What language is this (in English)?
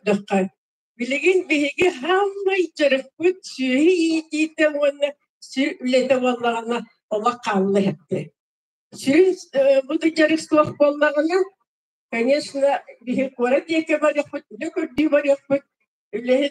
Yakut